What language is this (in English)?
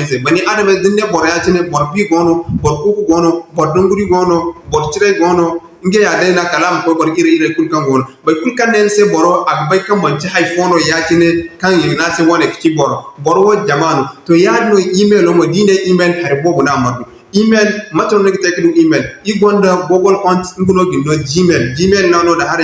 Zarma